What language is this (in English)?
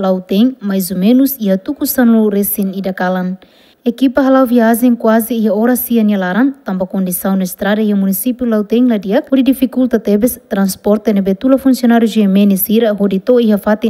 Tetum